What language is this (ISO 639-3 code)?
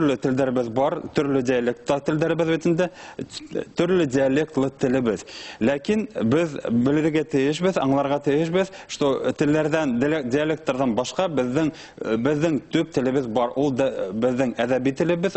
bak